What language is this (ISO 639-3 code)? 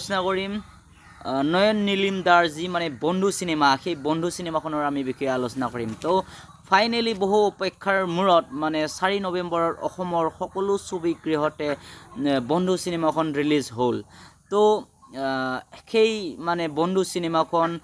asm